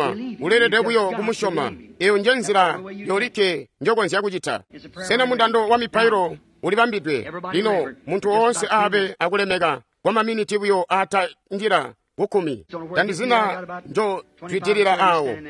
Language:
Tonga (Zambia)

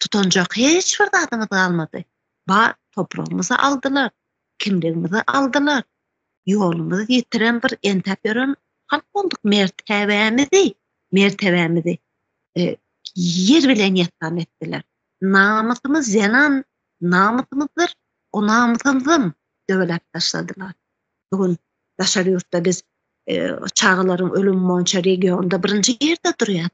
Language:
Turkmen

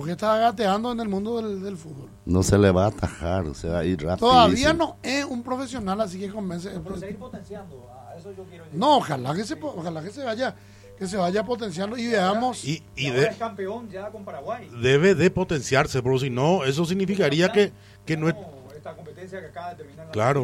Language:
Spanish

